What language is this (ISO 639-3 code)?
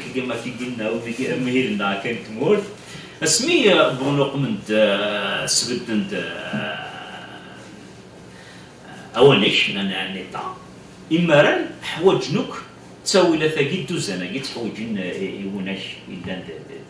kab